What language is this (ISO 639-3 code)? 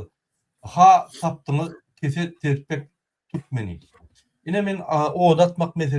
tuk